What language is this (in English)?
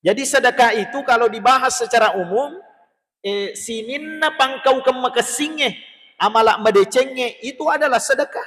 Buginese